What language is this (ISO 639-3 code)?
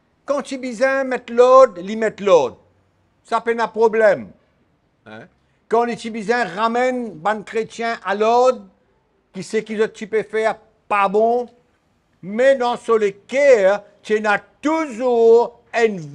mfe